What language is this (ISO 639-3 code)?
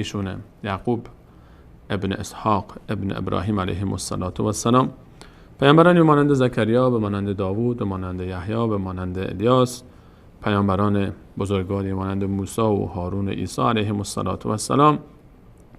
fas